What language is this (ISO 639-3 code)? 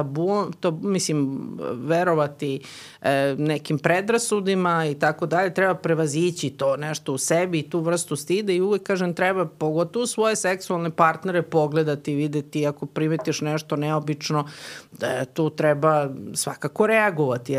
srp